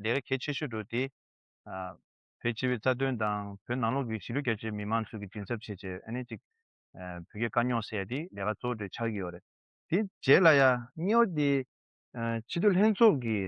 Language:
Tibetan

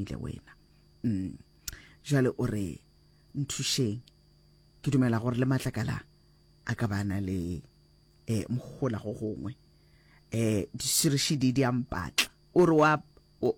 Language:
Northern Sotho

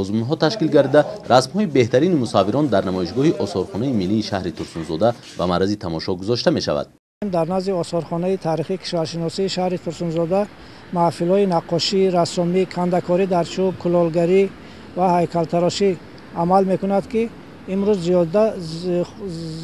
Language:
Tajik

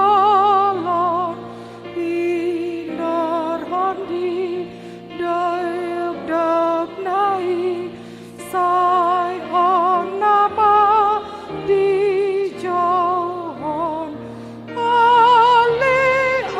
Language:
Batak Toba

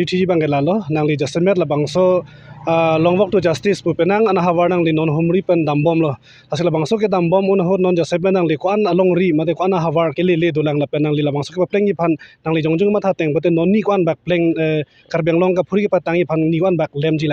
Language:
Karbi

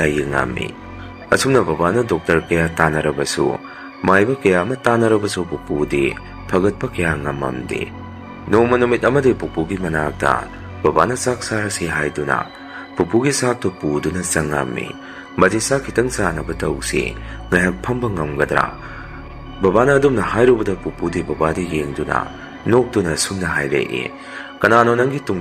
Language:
Manipuri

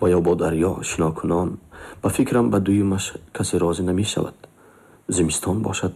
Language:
Tajik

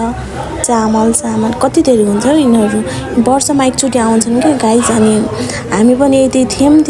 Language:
Nepali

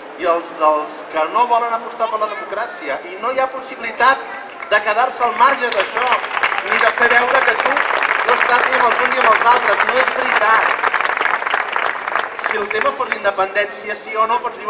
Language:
Catalan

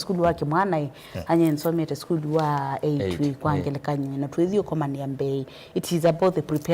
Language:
Kamba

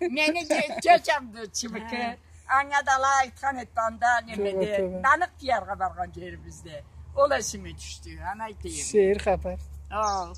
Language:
Karachay-Balkar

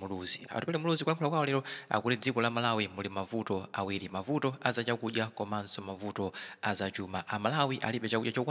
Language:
Nyanja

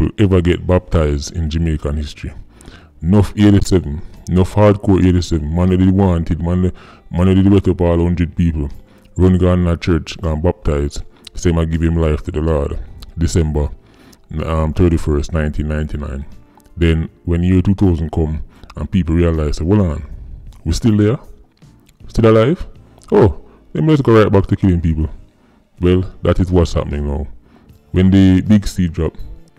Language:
Jamaican Creole English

